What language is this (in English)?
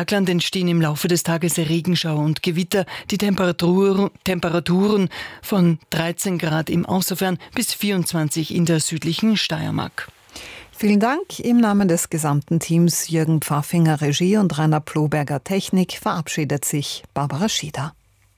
German